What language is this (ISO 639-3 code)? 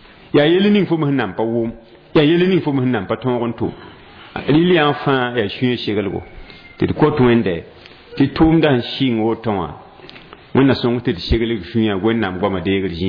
mos